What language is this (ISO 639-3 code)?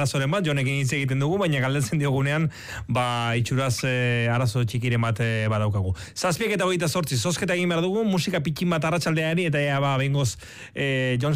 eus